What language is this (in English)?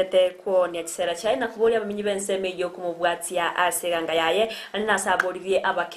Gusii